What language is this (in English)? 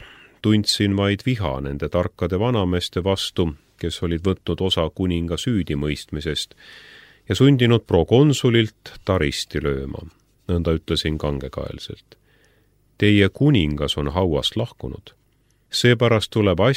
Estonian